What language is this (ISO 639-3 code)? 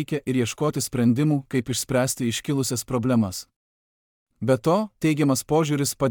lit